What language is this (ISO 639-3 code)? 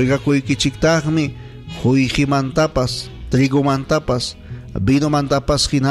quy